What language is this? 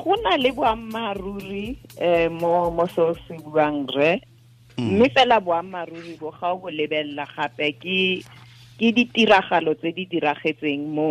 Tswana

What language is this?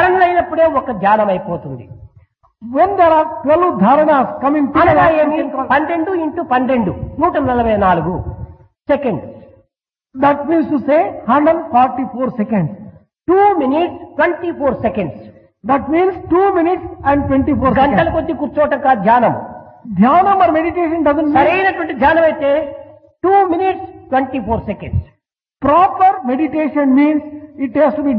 Telugu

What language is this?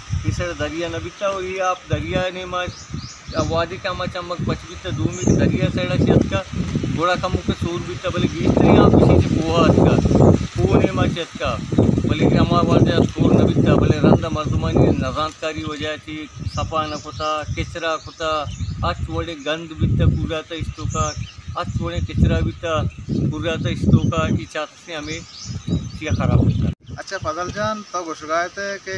Baluchi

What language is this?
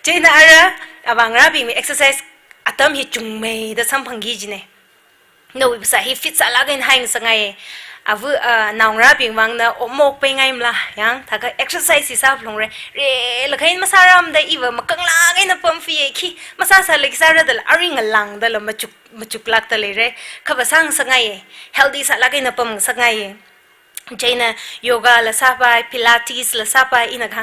Tangkhul Naga (India)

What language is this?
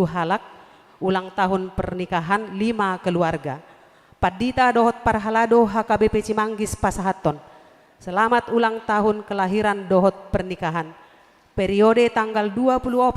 Batak Toba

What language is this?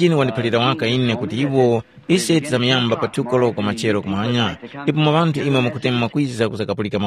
Tumbuka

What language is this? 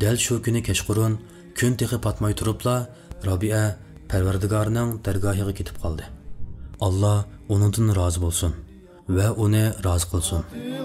Uyghur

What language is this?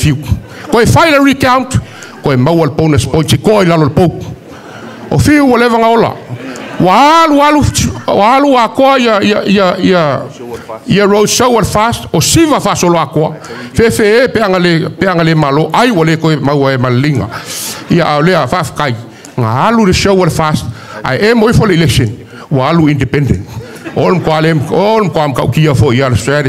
Samoan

